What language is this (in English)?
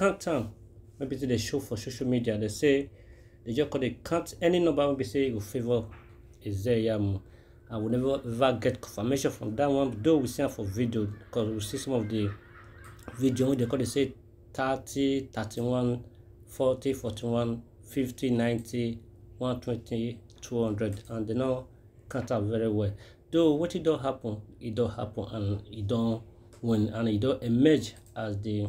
Nigerian Pidgin